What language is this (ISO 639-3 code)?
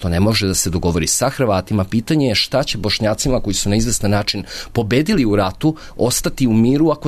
srp